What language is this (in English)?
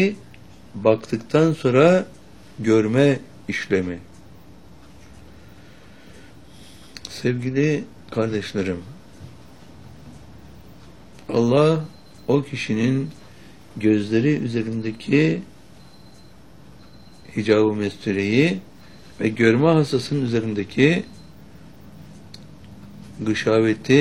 Turkish